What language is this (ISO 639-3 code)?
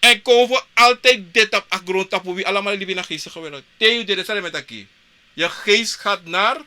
srn